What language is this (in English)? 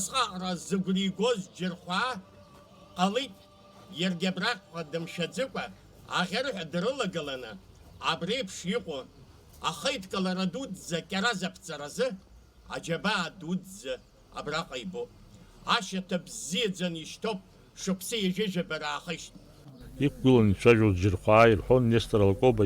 Abkhazian